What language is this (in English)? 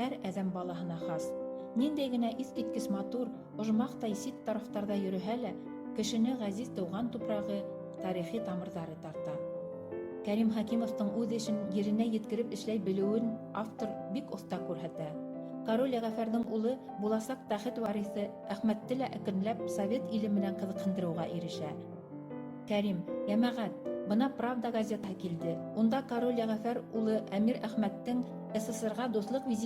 Bashkir